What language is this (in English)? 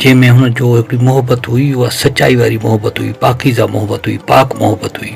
Sindhi